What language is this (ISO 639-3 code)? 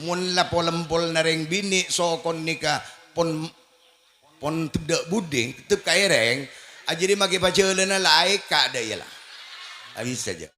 mad